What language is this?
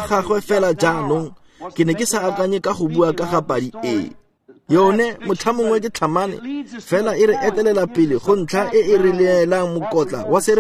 Tswana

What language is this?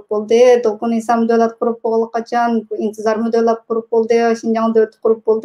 Uyghur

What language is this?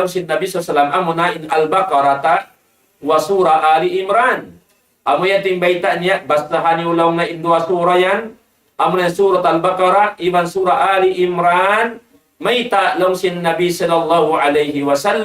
Tausug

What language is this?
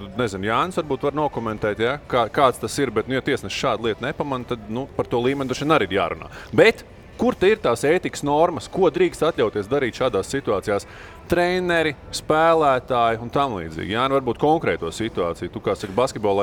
Latvian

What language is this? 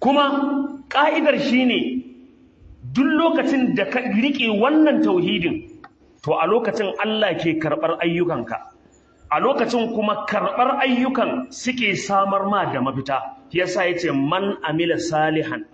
Hausa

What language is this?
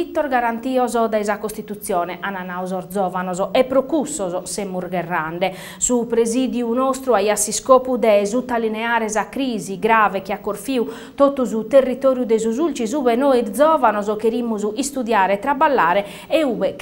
Sardinian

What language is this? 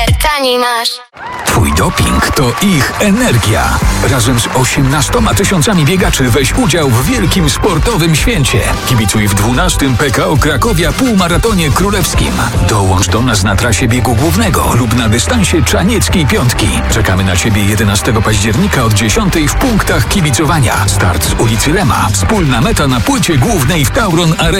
Polish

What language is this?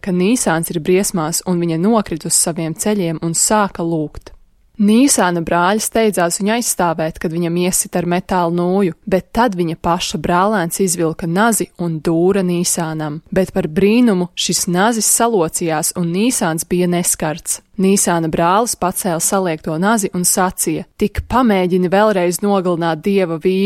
Latvian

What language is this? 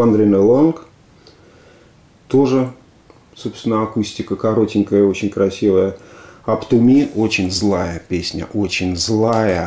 Russian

